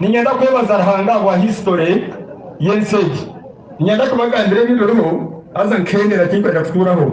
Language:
Nyankole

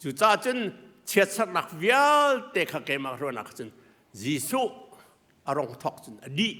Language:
Hakha Chin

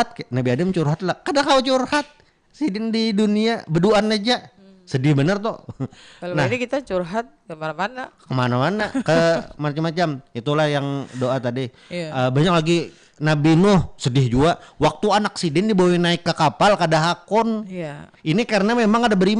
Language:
Banjar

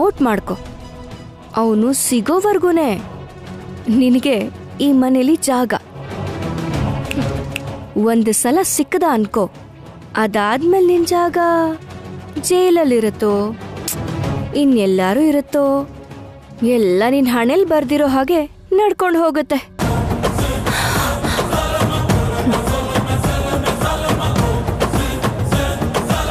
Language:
Kannada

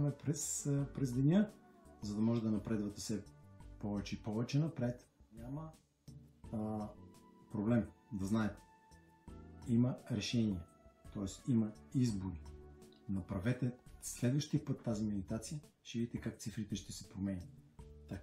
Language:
Bulgarian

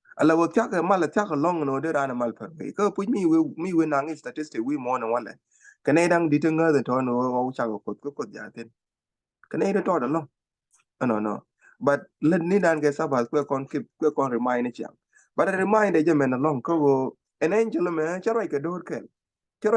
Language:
Nuer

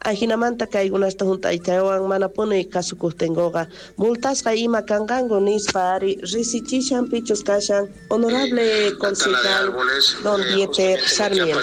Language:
South Bolivian Quechua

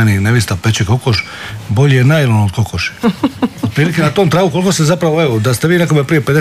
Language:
Croatian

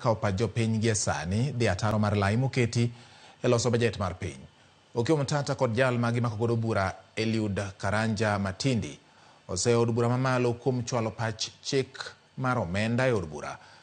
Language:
Luo (Kenya and Tanzania)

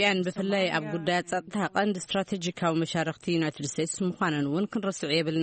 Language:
Tigrinya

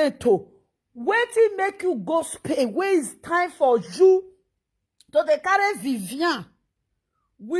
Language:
Nigerian Pidgin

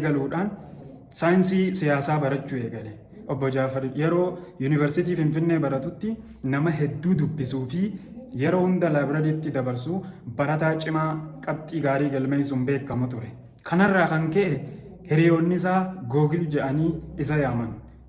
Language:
Oromo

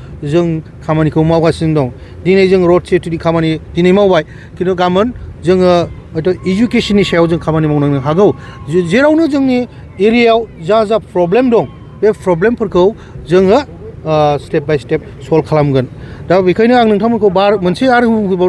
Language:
Bodo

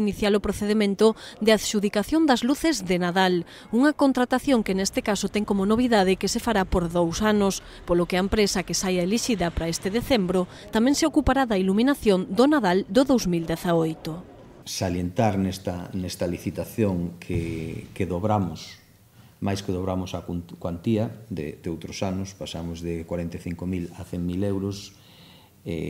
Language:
Galician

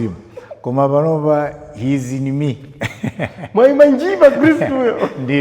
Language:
Nyanja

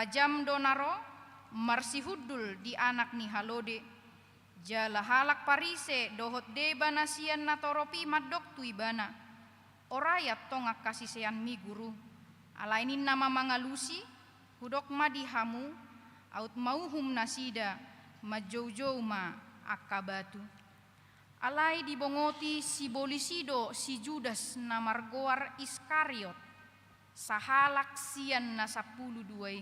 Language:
Batak Toba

